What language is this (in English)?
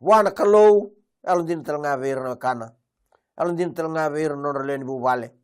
Fijian